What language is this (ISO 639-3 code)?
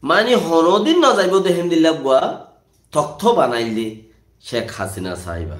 rhg